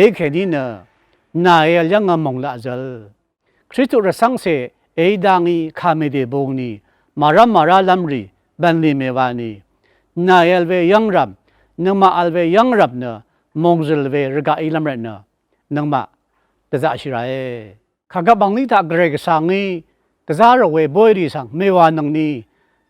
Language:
Rawang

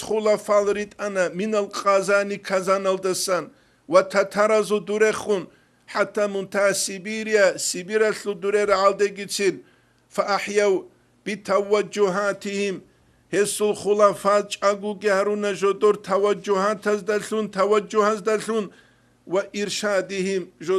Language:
Avaric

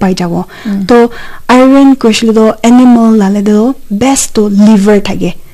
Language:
Naga Pidgin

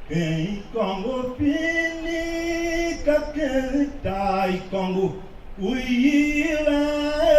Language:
Tiv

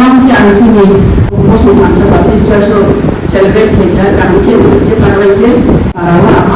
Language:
Kok Borok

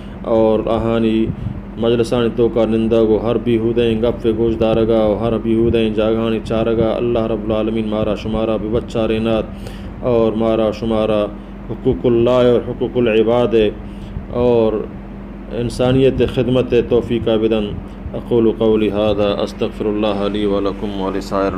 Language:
Baluchi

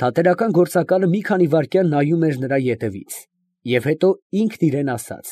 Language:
Armenian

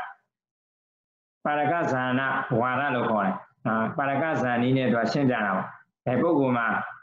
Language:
Burmese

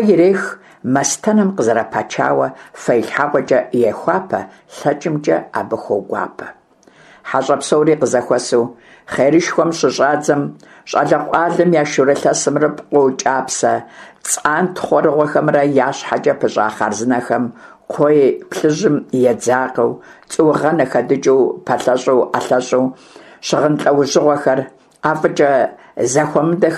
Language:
Kabardian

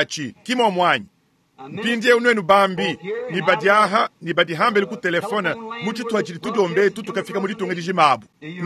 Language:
Luba-Lulua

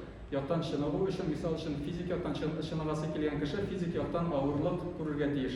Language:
Tatar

